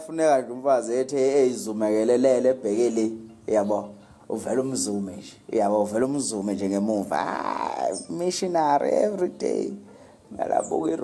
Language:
Zulu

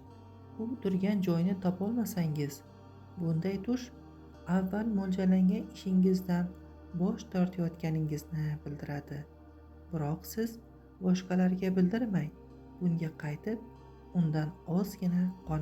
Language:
Uzbek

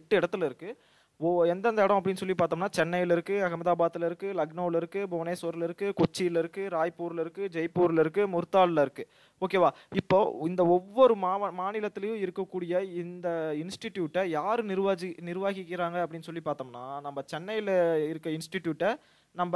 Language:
Tamil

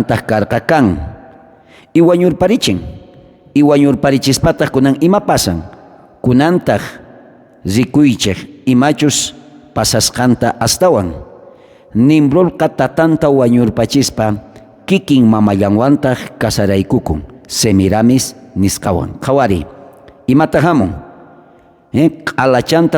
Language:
South Bolivian Quechua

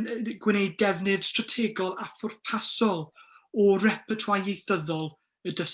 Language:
Welsh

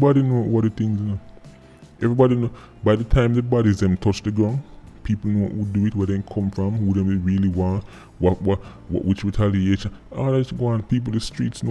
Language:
Jamaican Creole English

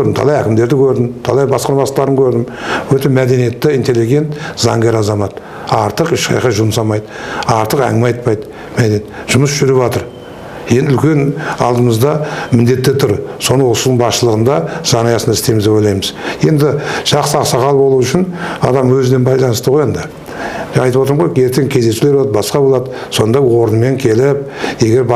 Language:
Kazakh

